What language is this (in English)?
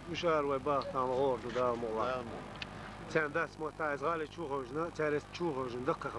Chechen